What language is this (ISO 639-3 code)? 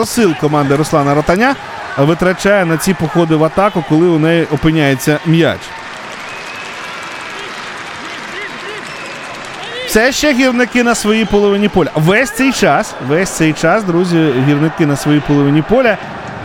ukr